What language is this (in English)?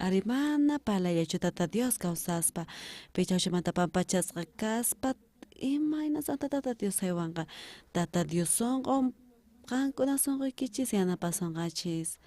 South Bolivian Quechua